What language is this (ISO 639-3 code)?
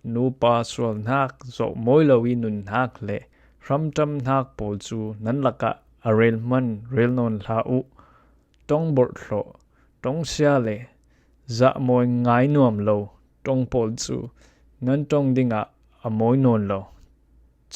cfm